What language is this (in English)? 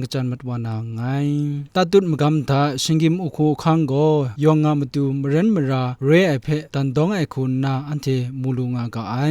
Kachin